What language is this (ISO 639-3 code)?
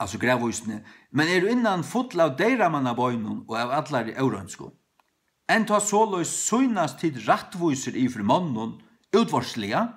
fao